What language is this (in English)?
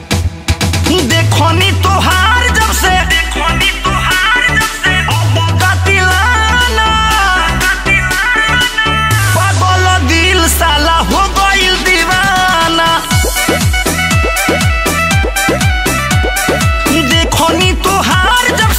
Bhojpuri